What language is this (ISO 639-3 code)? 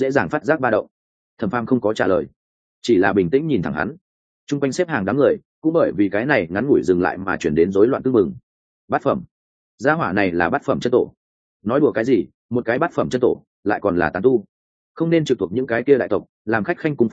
vie